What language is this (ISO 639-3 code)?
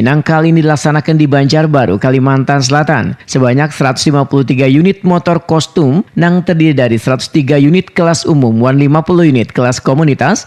bjn